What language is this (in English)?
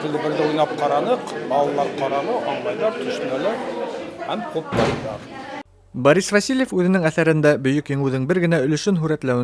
Bashkir